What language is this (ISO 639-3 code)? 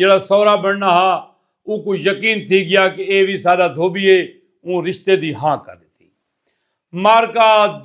skr